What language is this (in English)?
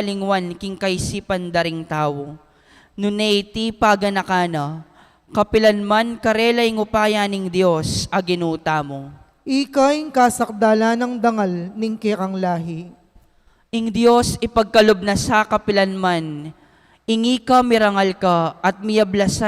Pampanga